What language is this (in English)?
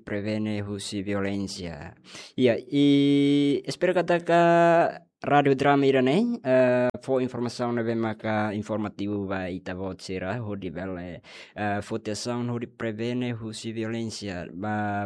Tetum